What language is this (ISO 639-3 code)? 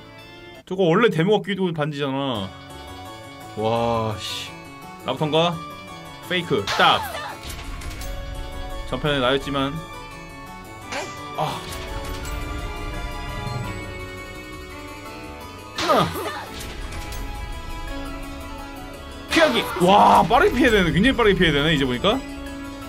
kor